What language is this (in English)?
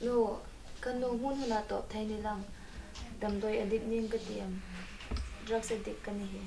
Hmar